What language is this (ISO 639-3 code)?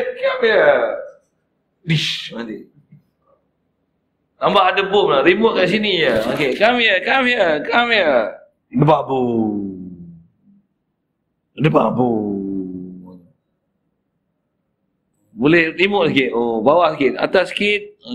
msa